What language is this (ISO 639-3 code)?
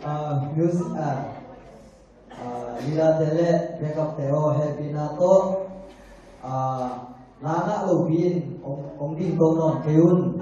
ctd